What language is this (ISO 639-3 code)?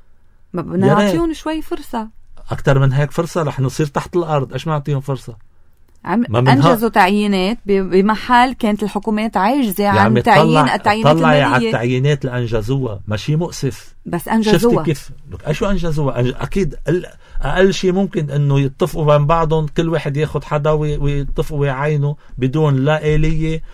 apc